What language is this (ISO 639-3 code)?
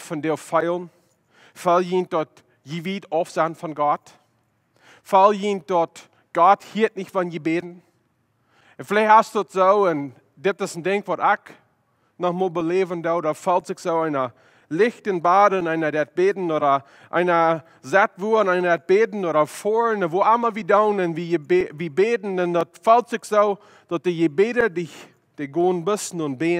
pdt